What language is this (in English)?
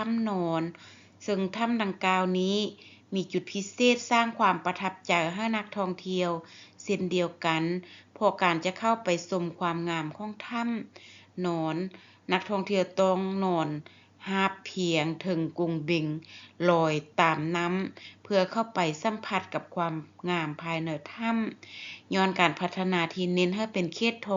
Lao